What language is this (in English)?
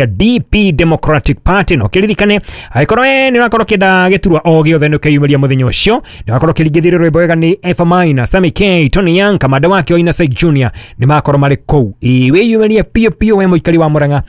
Kikuyu